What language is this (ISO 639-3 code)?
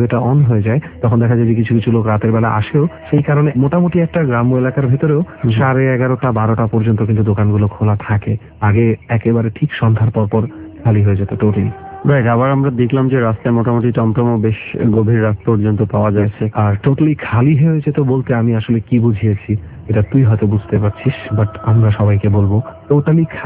ben